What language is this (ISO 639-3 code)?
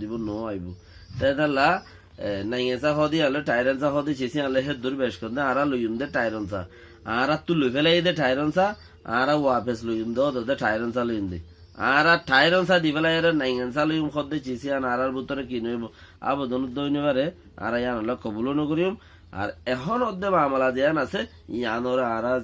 rhg